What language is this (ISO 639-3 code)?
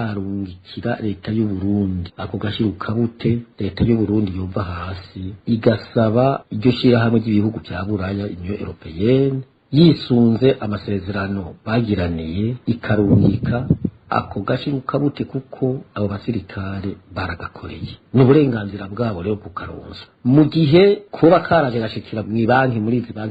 run